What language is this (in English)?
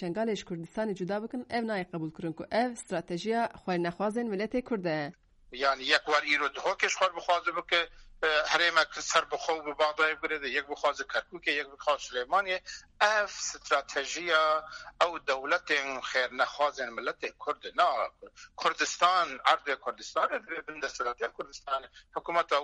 Kurdish